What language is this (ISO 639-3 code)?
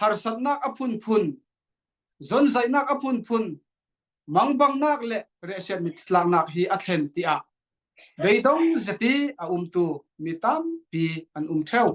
cfm